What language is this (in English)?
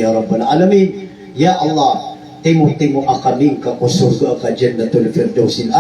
Maranao